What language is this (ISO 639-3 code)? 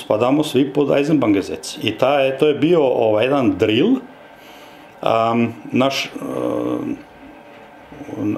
hrv